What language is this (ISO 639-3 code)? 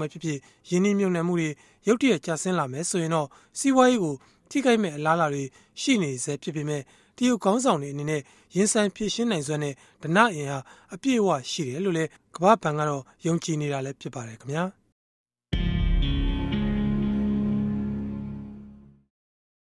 mya